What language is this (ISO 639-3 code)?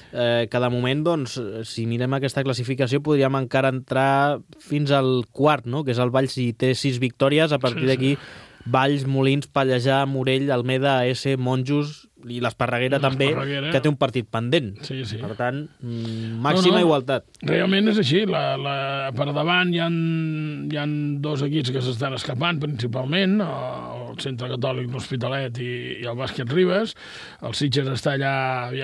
cat